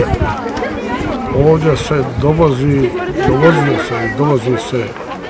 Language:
Croatian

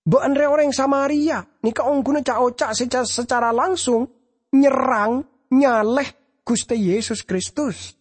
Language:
Madurese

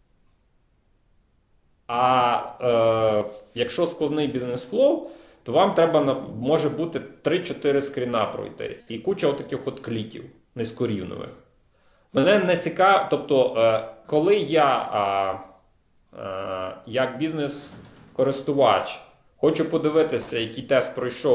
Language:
Ukrainian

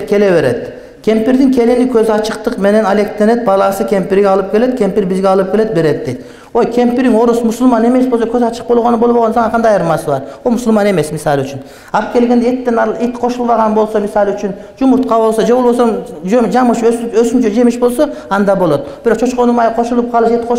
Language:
Kyrgyz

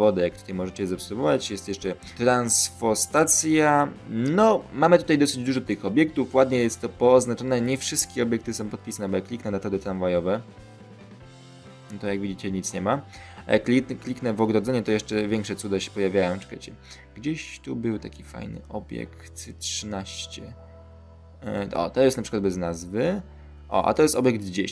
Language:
Polish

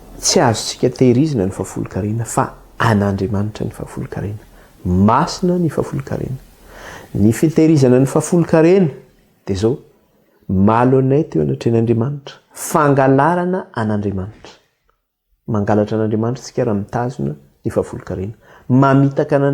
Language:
Malagasy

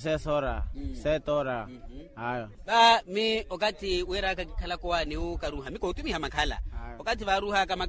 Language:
Makhuwa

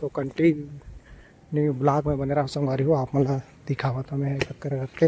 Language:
Chhattisgarhi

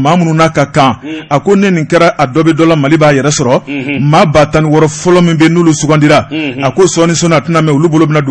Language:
Bambara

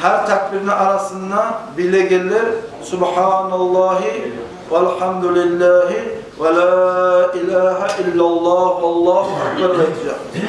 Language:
Kumyk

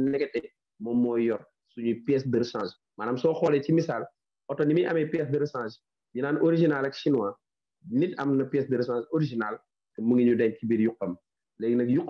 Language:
Wolof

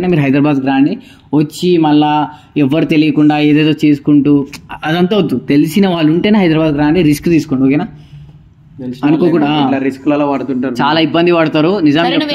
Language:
Telugu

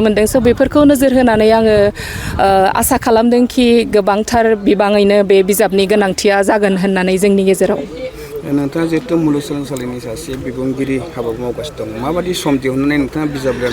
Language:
Bodo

